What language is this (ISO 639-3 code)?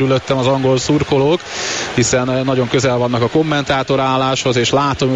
hun